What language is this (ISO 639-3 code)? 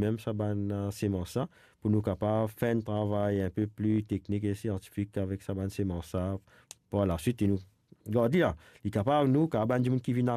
mfe